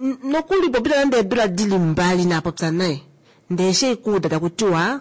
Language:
Kuanyama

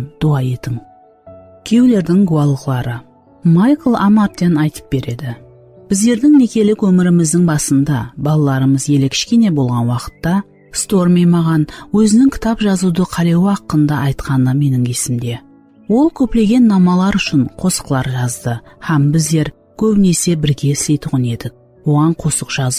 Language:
Kara-Kalpak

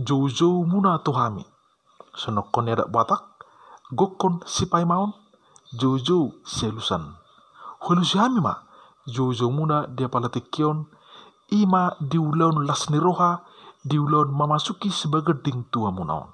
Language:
Batak Toba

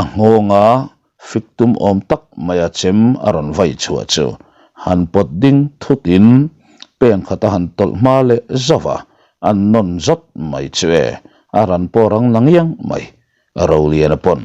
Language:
Mizo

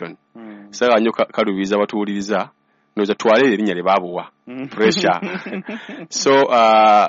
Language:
Ganda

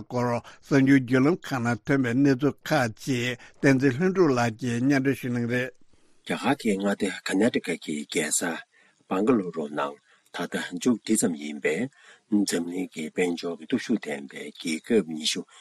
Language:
Tibetan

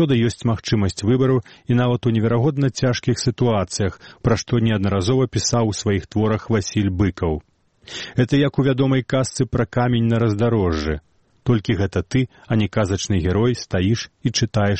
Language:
Belarusian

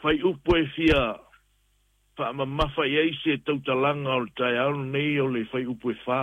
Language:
Samoan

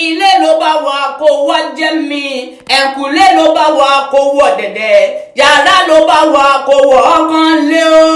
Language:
Yoruba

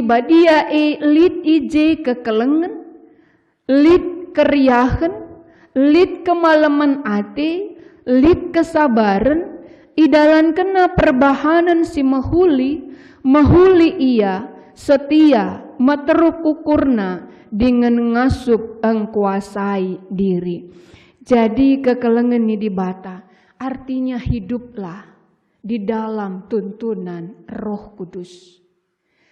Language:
Batak Karo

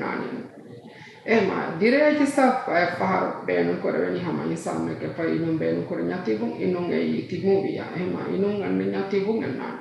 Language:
Divehi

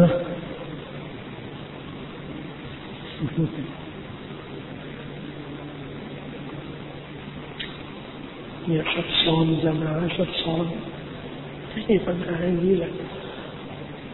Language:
Thai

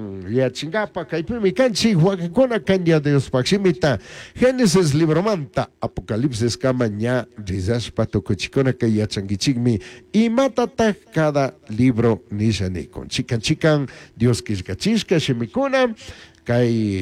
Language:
Chimborazo Highland Quichua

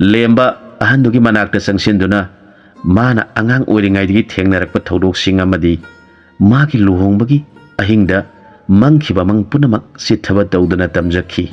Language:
Manipuri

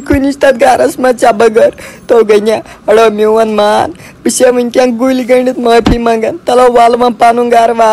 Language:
Kashmiri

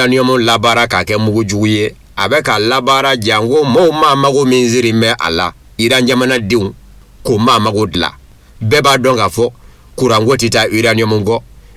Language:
Bambara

